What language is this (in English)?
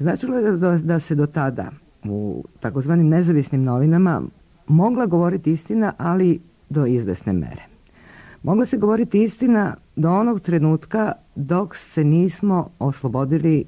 Serbian